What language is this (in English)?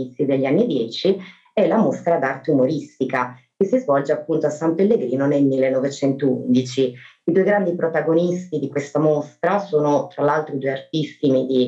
Italian